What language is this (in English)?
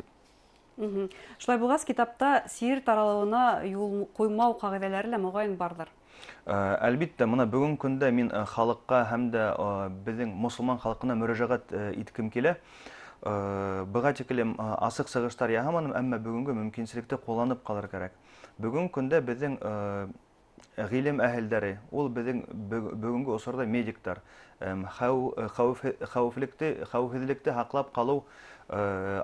Bashkir